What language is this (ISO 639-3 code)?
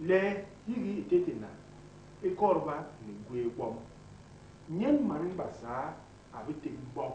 bas